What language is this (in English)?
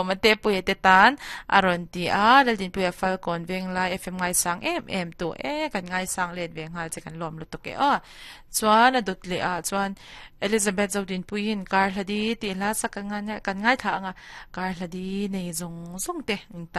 Mizo